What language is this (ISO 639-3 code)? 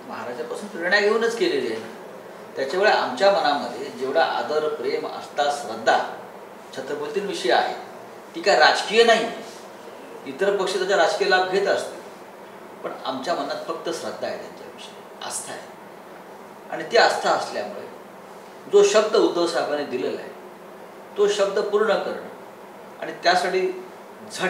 mar